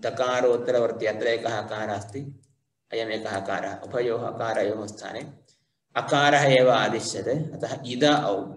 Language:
Sanskrit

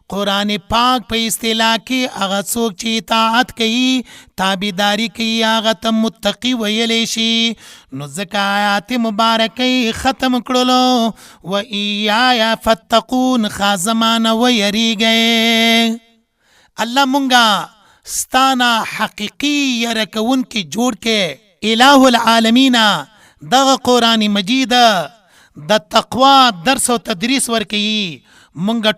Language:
Pashto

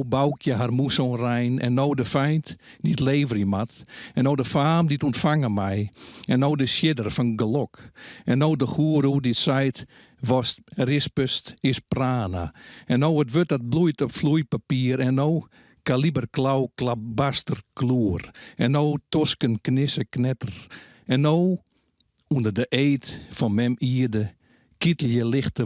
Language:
Western Frisian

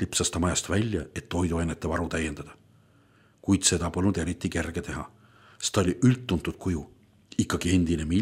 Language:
Estonian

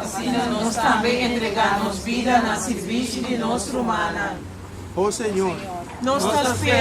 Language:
Papiamento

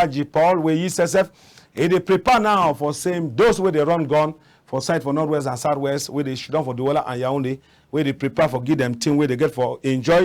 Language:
Cameroon Pidgin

